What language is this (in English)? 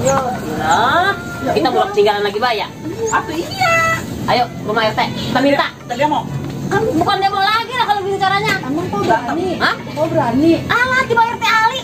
Betawi